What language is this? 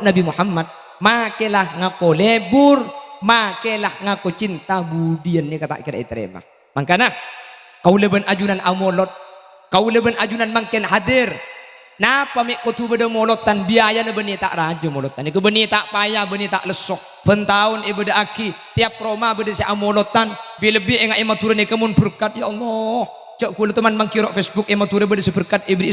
Madurese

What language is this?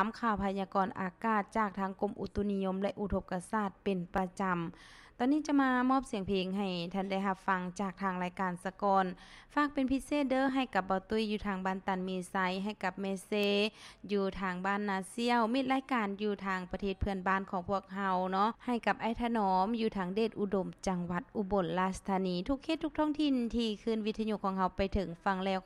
Lao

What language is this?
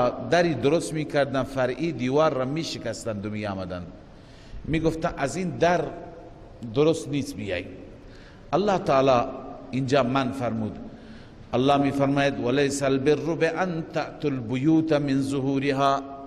Persian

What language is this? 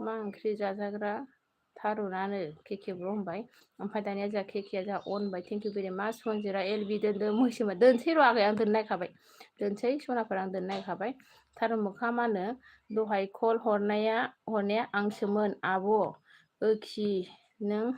Bodo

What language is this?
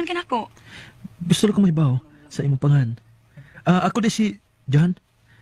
Cebuano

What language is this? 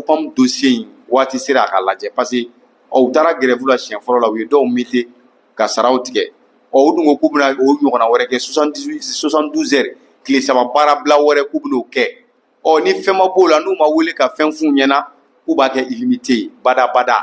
Bambara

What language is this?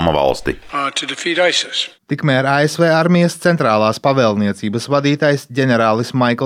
Latvian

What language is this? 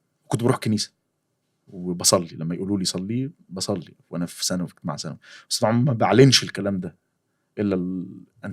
Egyptian Arabic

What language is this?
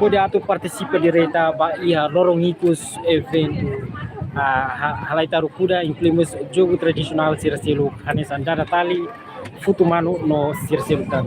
Tetum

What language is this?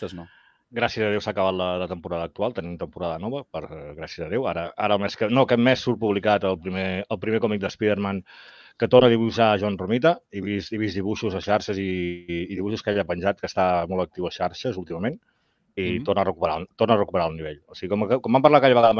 Catalan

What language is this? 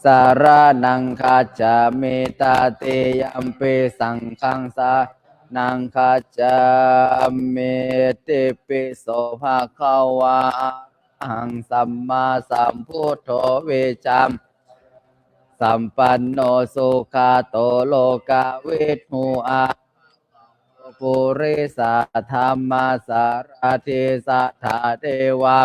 Pali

